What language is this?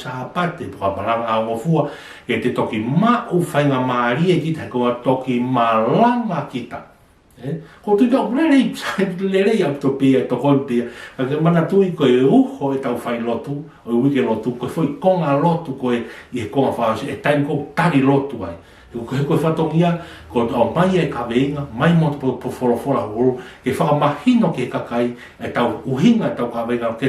Tongan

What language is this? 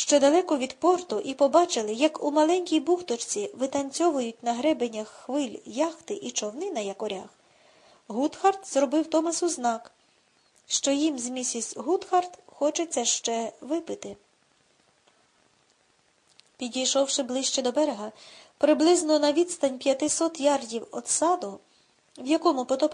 Ukrainian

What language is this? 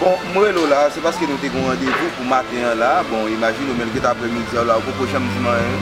Haitian Creole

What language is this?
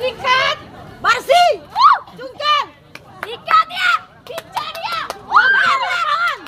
Ambonese Malay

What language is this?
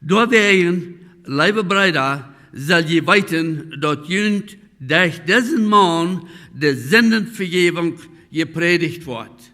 Plautdietsch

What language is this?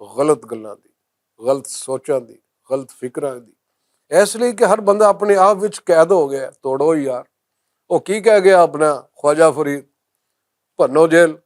Western Panjabi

